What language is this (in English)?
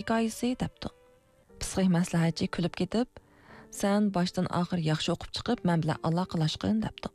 Uyghur